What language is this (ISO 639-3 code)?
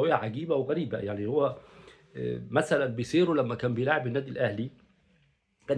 arz